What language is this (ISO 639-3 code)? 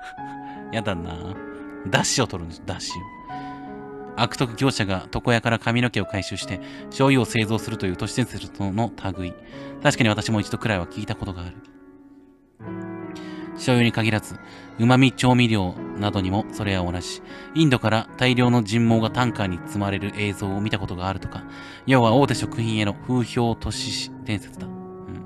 jpn